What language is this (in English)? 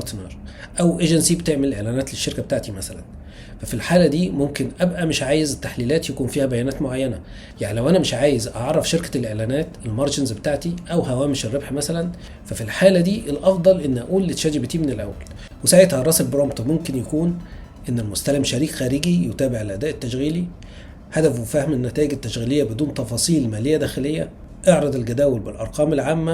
Egyptian Arabic